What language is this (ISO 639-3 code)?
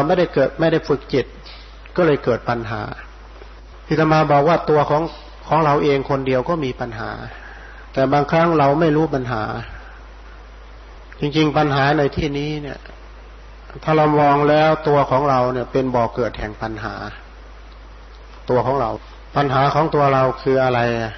tha